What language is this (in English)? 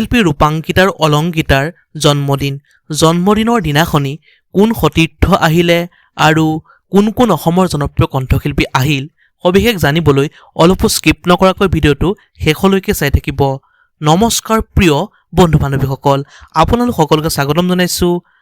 Assamese